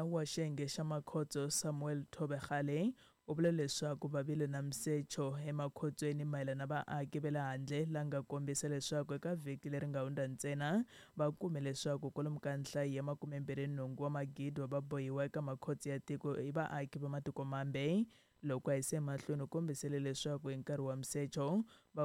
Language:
Tsonga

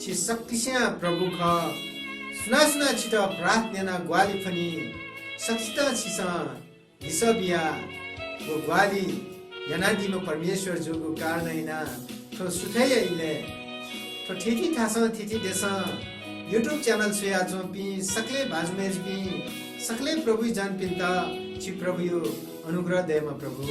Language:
Newari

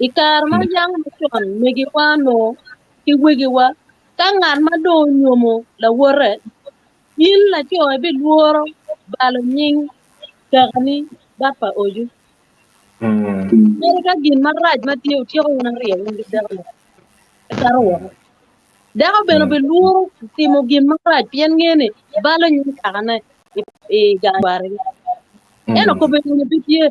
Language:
Acoli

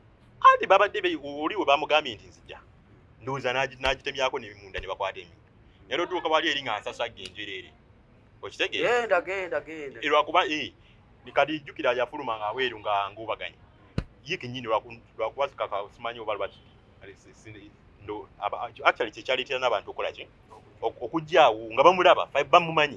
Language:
Ganda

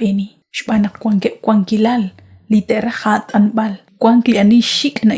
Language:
Kekchí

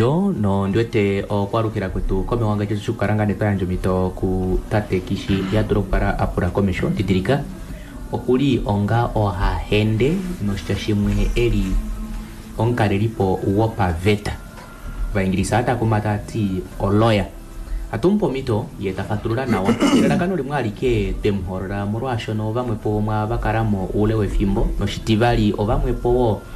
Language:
Kuanyama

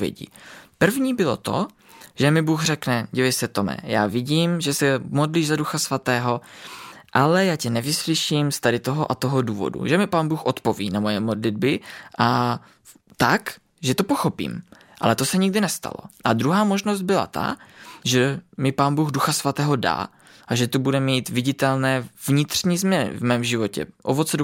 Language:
Czech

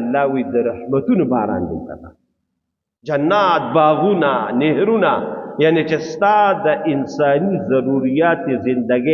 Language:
Pashto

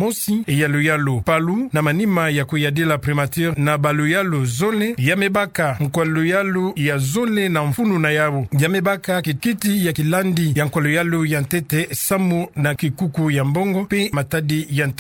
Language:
Kituba (Democratic Republic of Congo)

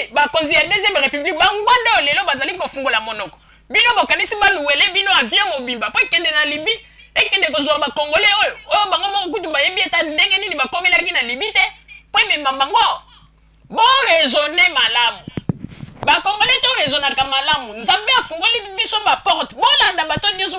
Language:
Lingala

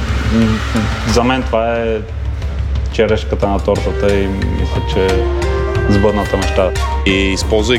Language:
Bulgarian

